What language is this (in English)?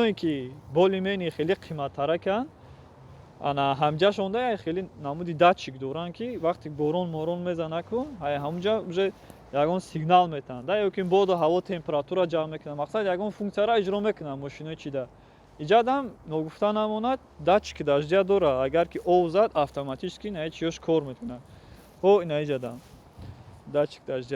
Tajik